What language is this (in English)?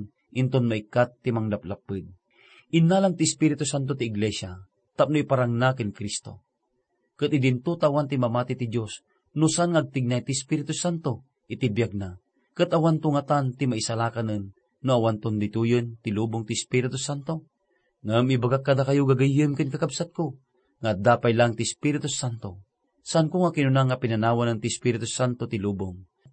Iloko